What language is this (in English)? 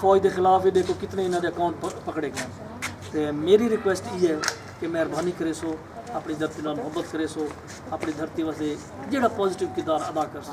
Saraiki